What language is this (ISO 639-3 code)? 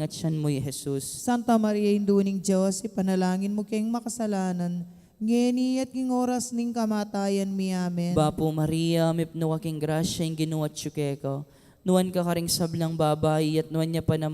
pam